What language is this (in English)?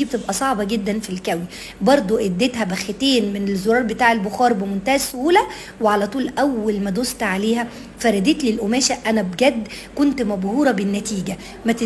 Egyptian Arabic